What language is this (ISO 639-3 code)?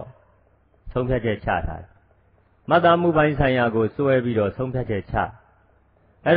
mya